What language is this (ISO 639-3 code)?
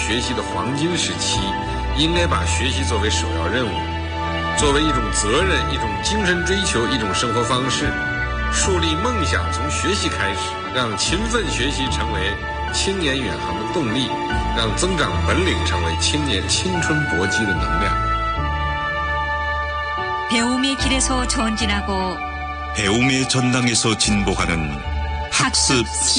kor